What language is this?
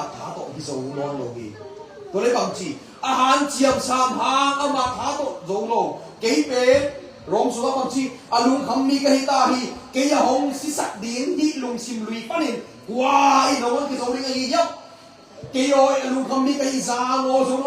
Tedim Chin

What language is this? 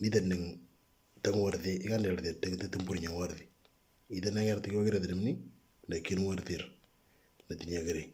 Moro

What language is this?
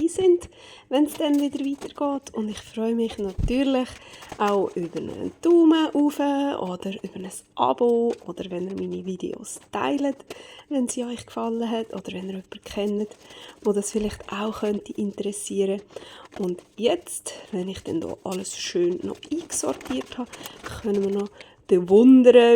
Swiss German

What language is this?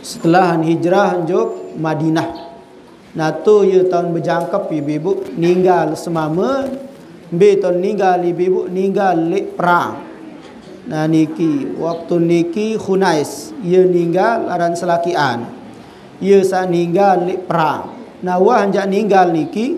Sasak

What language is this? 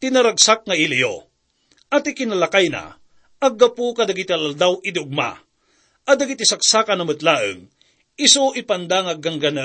Iloko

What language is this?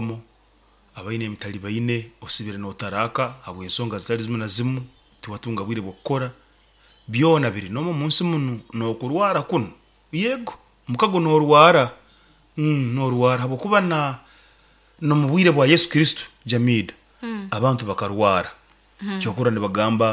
Nyoro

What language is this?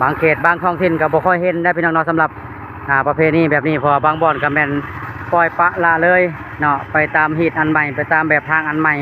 Lao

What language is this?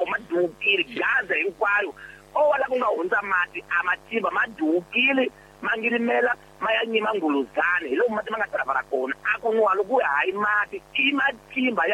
Tsonga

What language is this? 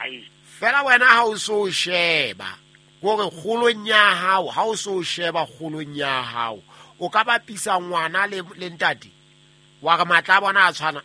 Southern Sotho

